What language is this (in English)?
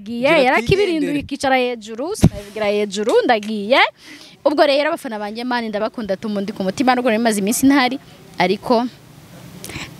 Kinyarwanda